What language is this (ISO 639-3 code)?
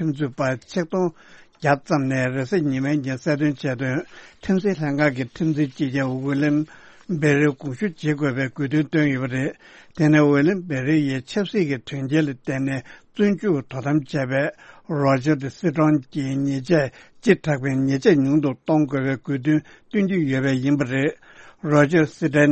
bod